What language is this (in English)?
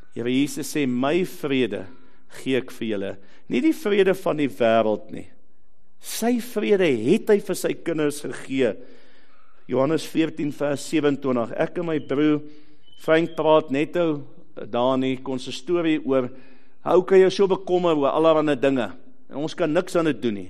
Afrikaans